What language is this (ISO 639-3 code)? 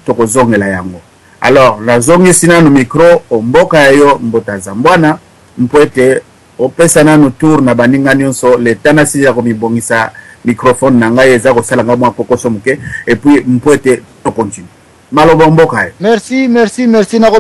lin